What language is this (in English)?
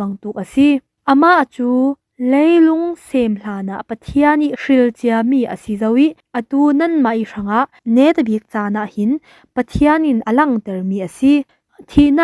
Falam Chin